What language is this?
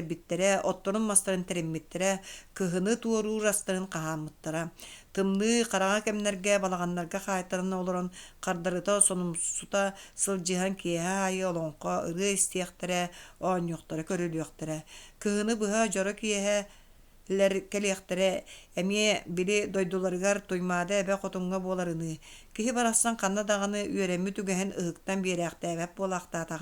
Yakut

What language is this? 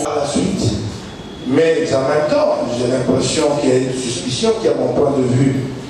French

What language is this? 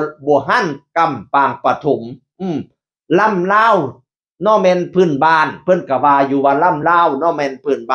Northeastern Thai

